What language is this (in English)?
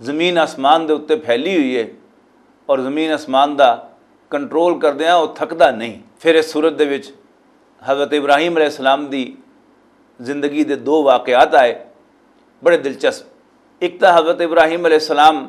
Western Panjabi